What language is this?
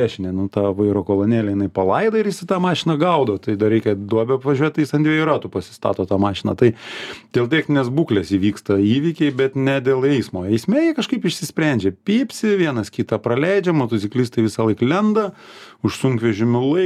Lithuanian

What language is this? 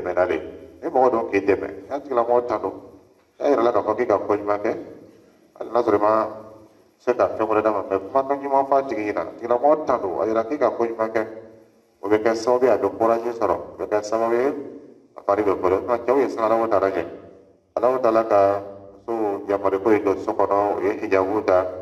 Dyula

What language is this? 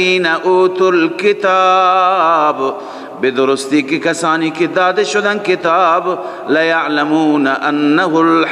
Persian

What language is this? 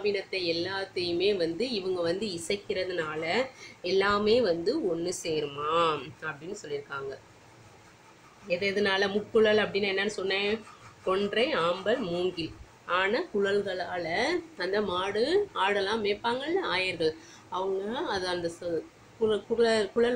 Tamil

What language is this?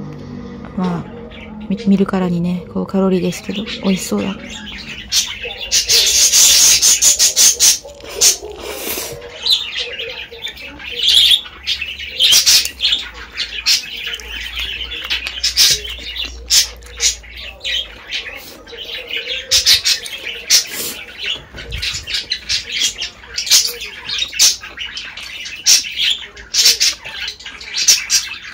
Japanese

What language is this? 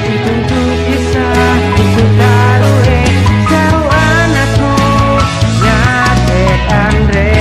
Ma'anyan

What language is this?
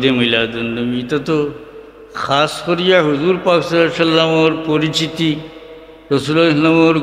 Sylheti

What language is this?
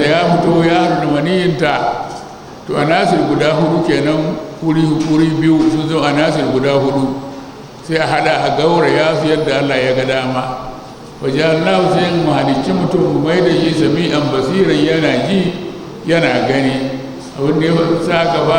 Hausa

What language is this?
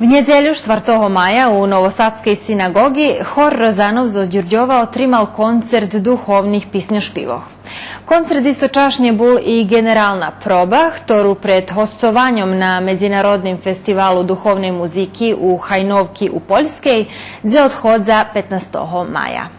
Rusyn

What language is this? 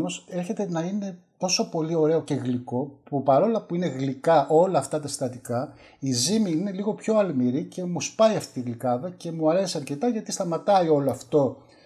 Greek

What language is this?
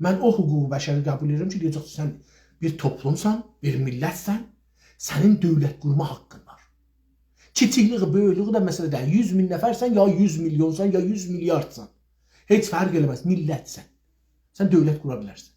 South Azerbaijani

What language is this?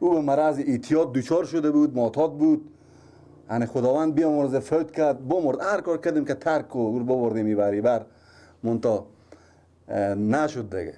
Persian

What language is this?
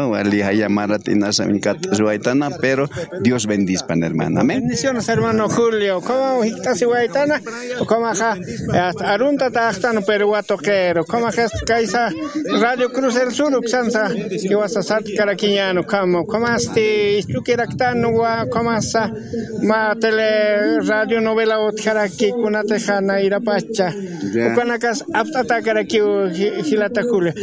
Aymara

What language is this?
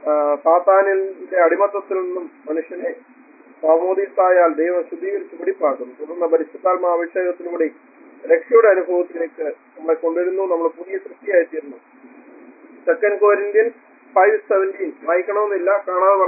Malayalam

